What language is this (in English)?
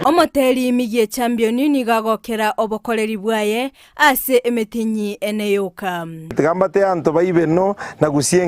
Gusii